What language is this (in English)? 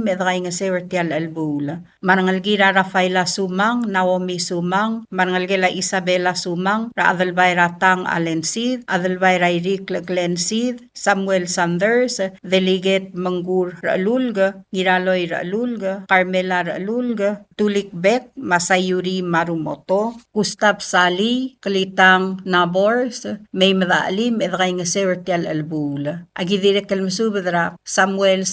Palauan